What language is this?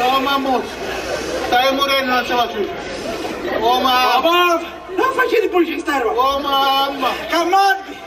Sicilian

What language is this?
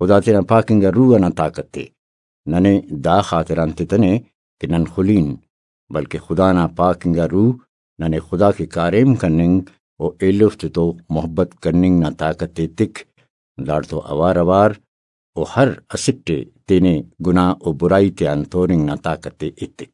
Brahui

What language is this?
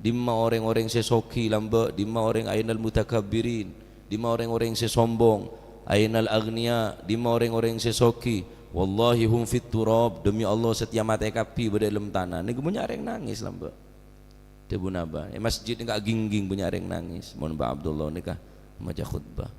Madurese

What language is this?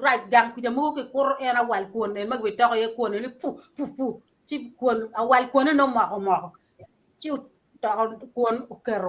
Acoli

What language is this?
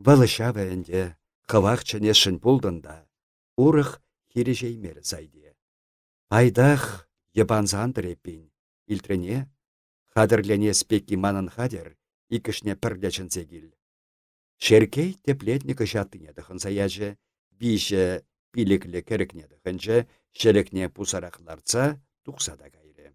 Chuvash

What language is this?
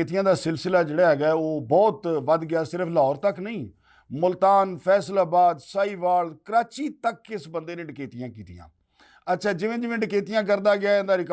Western Panjabi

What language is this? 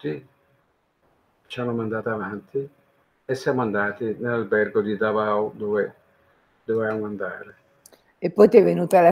Italian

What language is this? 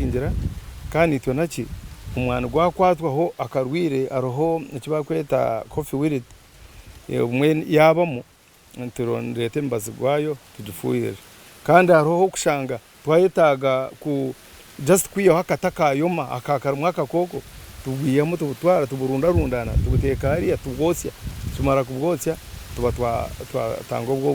Nyankole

